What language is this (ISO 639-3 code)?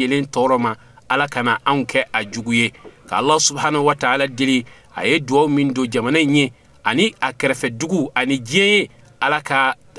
bam